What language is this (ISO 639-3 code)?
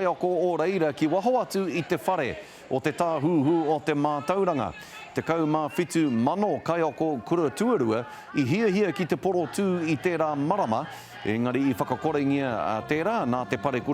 mri